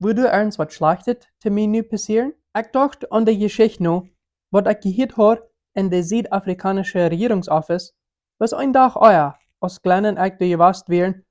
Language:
Plautdietsch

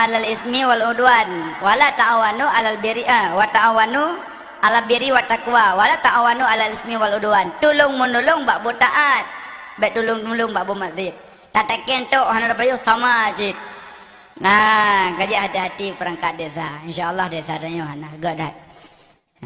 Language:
Achinese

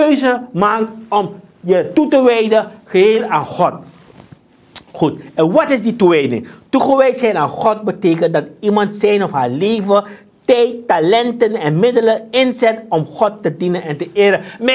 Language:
Dutch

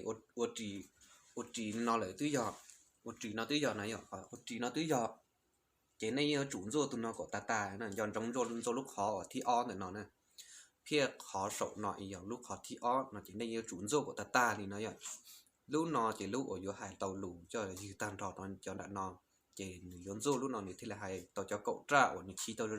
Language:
Hmong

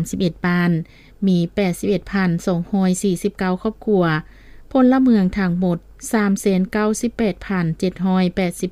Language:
Lao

